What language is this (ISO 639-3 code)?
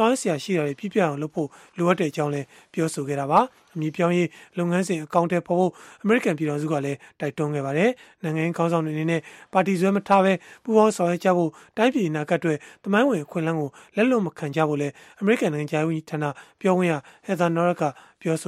mya